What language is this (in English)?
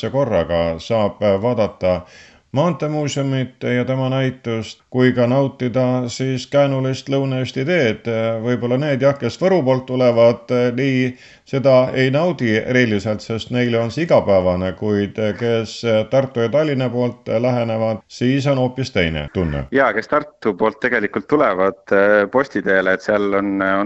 Estonian